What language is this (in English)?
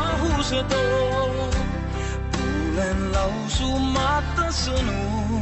Estonian